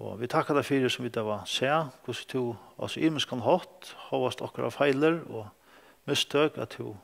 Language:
Faroese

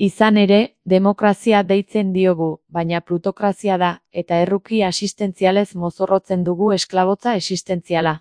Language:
Basque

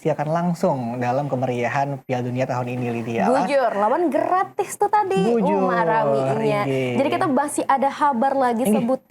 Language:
Banjar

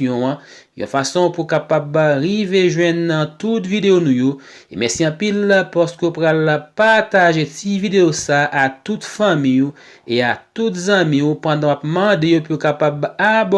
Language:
Haitian Creole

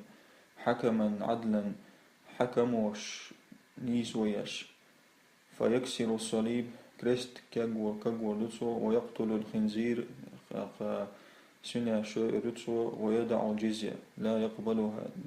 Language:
Chechen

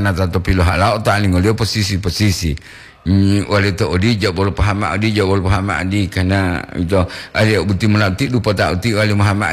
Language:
Gorontalo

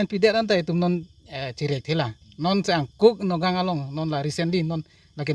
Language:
Karbi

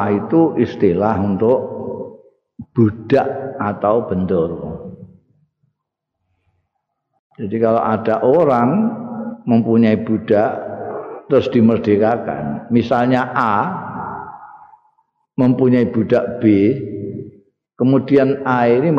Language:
Indonesian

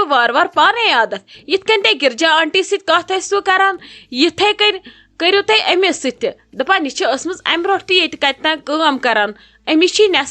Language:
Kashmiri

